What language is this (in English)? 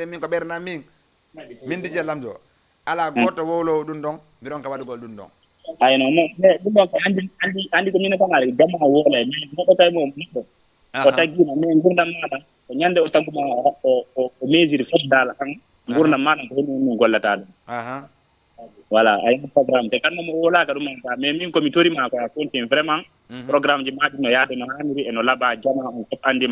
Fula